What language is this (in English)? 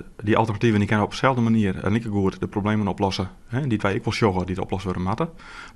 Western Frisian